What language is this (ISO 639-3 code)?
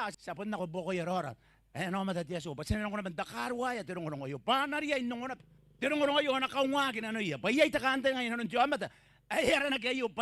gil